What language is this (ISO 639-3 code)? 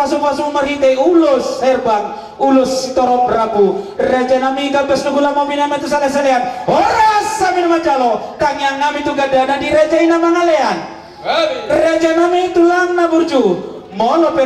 bbc